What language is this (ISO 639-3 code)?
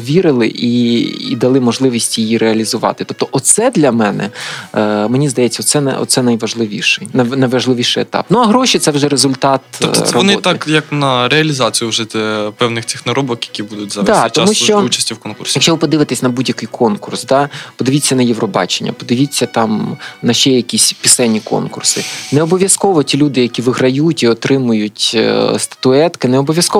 ukr